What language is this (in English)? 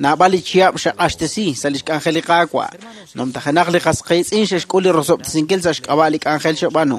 Kekchí